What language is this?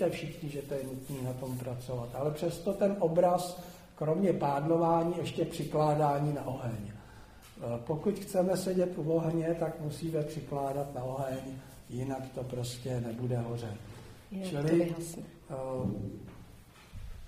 Czech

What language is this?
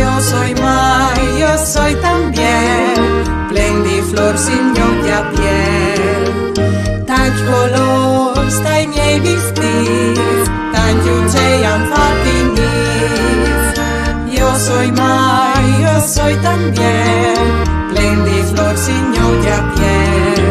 Friulian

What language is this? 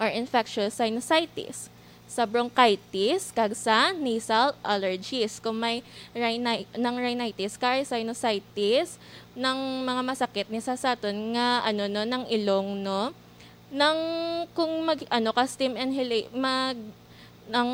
Hiligaynon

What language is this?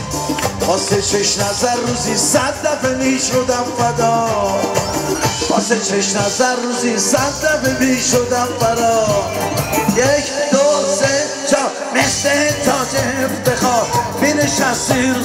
Persian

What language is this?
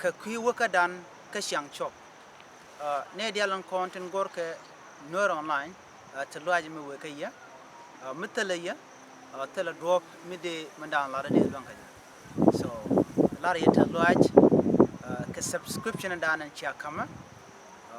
Nuer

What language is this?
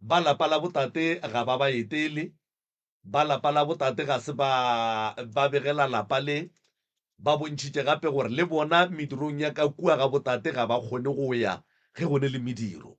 Northern Sotho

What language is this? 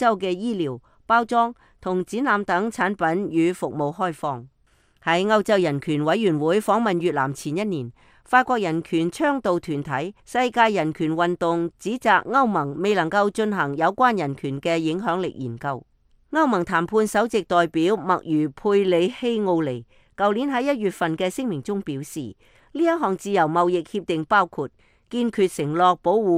Cantonese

